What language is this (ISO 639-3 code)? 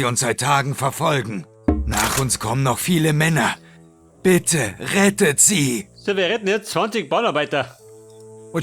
bar